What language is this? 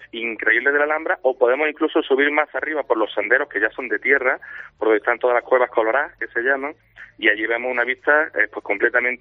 Spanish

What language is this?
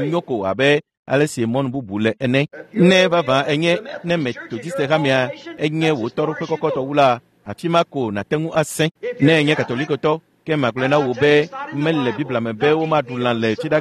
Ewe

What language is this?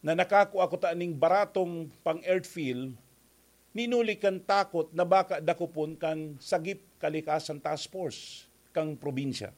Bikol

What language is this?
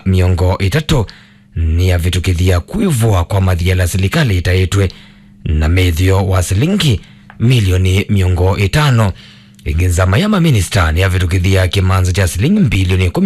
Kamba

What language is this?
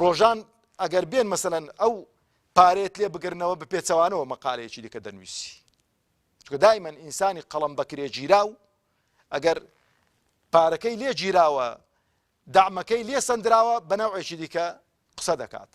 Central Kurdish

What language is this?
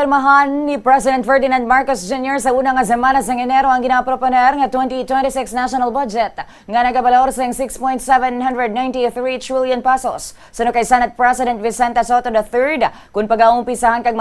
Hiligaynon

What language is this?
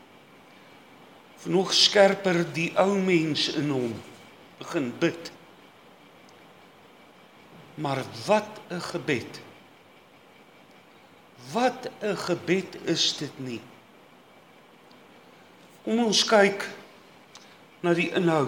Afrikaans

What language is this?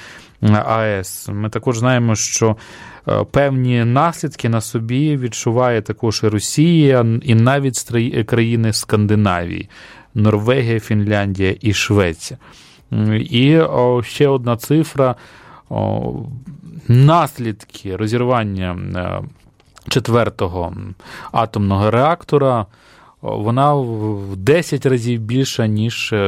Ukrainian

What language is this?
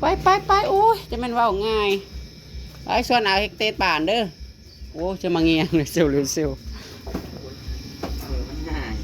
Northeastern Thai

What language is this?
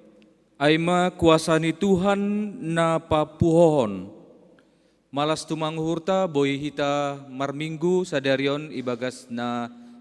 Batak Simalungun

